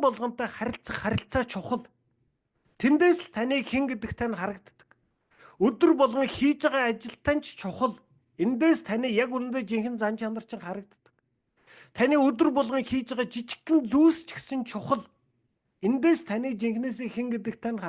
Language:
Mongolian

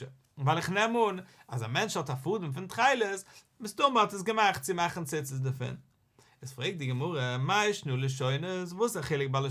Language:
Yiddish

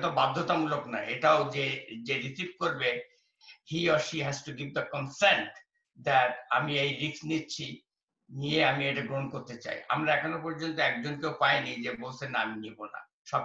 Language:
Bangla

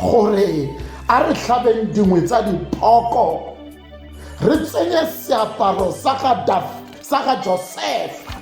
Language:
Tswana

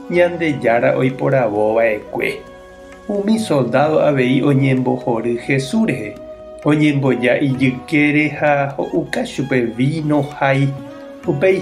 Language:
Guarani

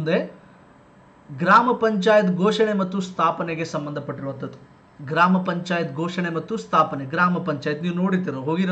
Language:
Kannada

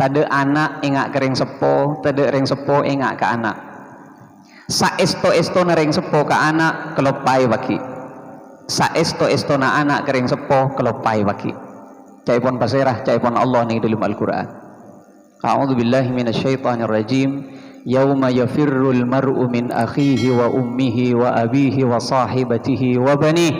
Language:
Madurese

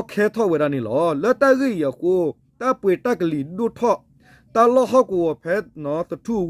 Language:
S'gaw Karen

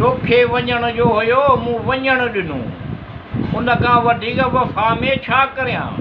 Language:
Sindhi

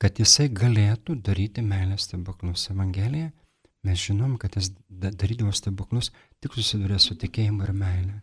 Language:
Lithuanian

